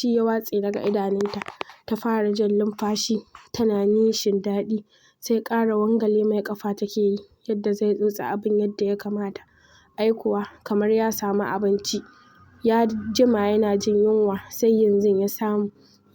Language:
Hausa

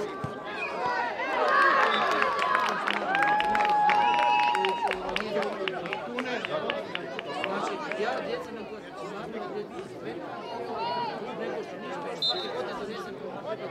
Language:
Croatian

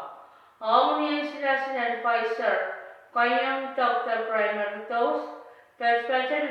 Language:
Pohnpeian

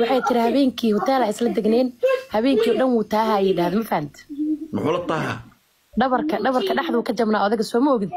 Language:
Somali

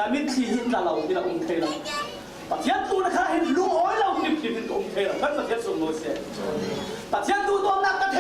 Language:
Falam Chin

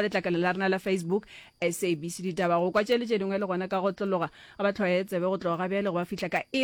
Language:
Northern Sotho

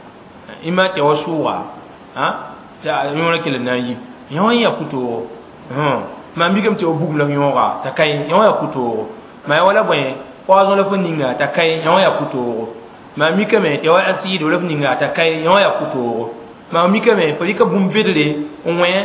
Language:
Mossi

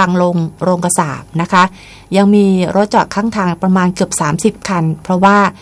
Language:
Thai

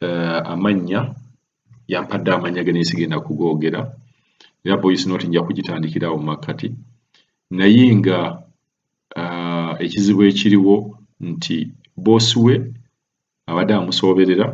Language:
Ganda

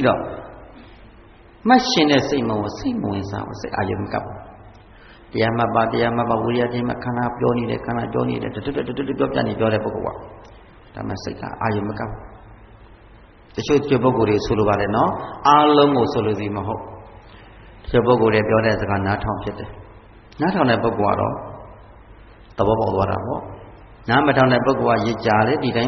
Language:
Burmese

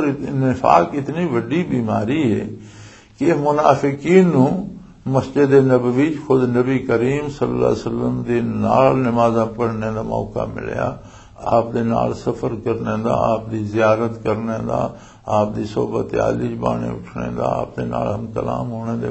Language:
Western Panjabi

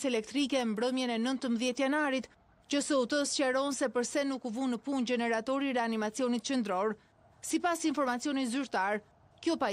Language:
Albanian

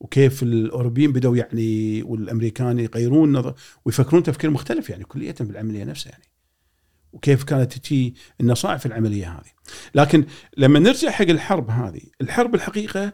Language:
Gulf Arabic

